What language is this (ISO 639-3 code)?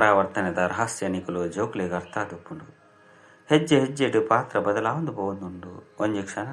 tcy